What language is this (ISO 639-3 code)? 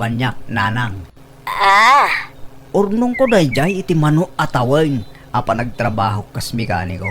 ilo